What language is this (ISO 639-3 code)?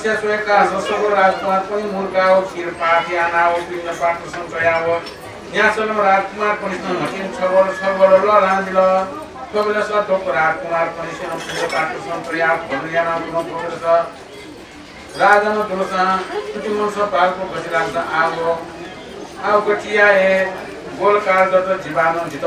new